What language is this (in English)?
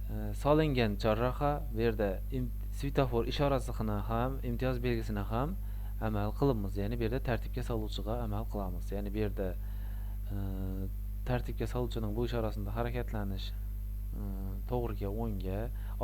Uzbek